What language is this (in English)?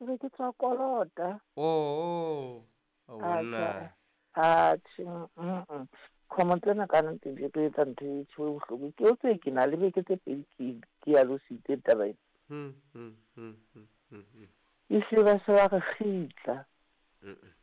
Southern Sotho